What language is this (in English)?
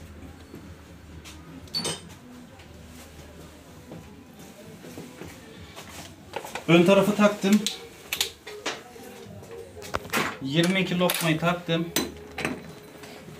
Turkish